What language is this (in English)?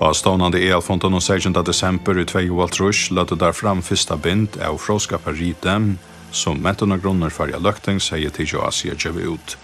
Faroese